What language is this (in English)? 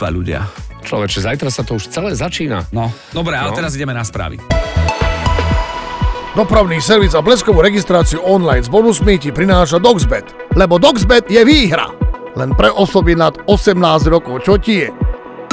Slovak